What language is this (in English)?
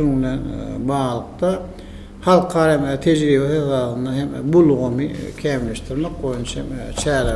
Turkmen